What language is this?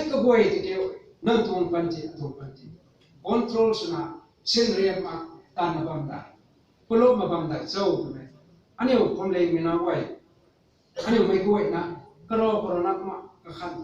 Rongmei Naga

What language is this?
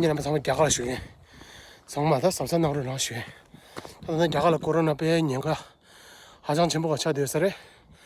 Tibetan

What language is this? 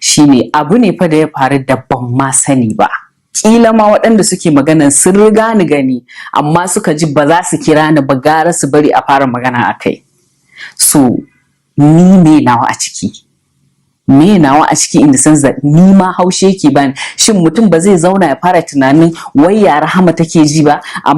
Hausa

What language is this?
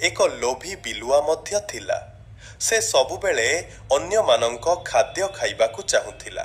Odia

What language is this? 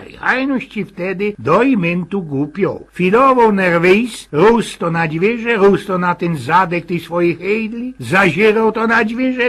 Silesian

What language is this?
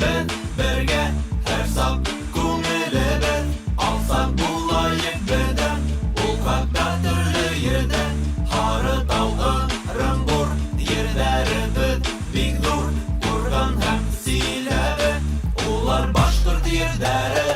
Bashkir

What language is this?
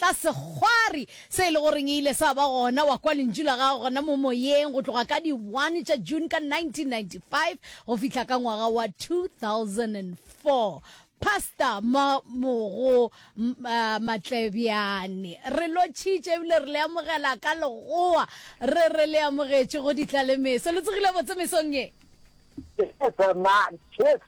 Northern Sotho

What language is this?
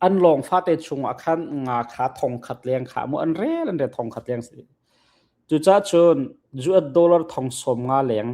Hakha Chin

